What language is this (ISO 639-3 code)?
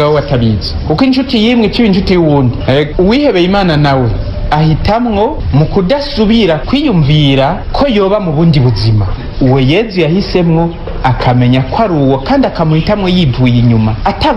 run